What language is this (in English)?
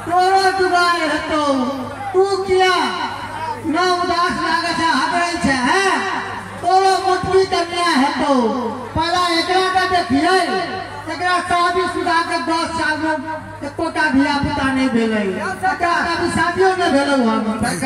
Maithili